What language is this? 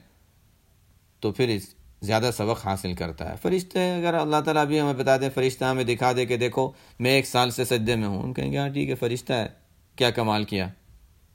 Urdu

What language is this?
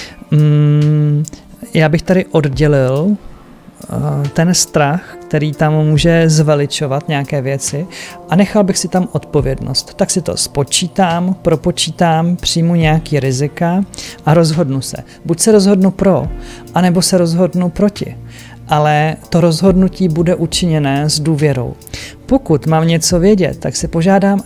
Czech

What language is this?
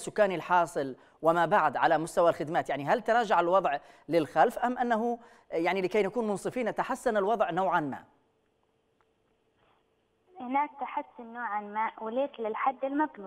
Arabic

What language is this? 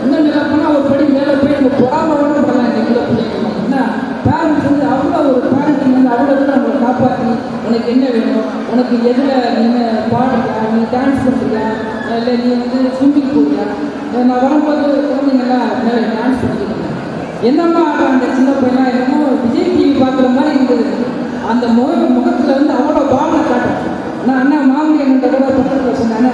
Tamil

